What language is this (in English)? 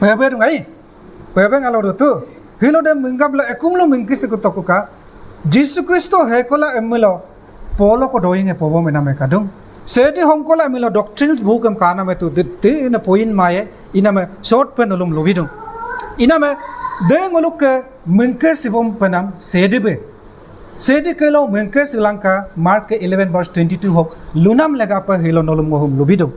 Adi